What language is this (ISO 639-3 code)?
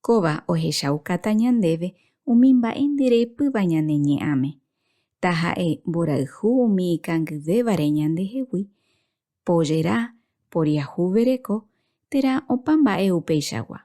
grn